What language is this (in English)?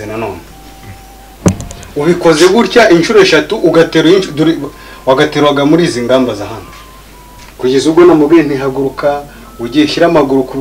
Kinyarwanda